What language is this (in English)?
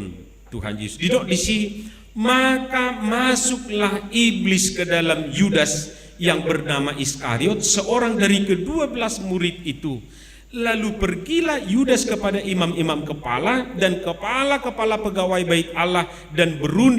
Batak Toba